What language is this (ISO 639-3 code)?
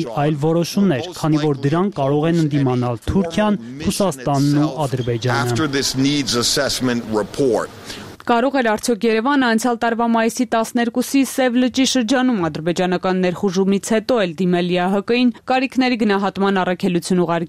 hye